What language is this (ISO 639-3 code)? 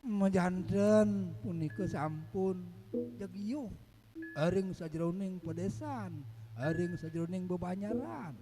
ban